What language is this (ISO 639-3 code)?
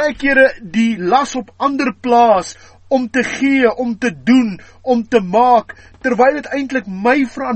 afr